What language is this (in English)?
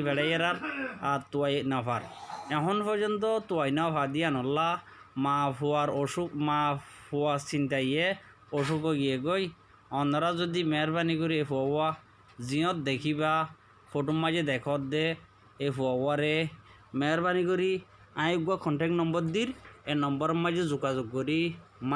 Rohingya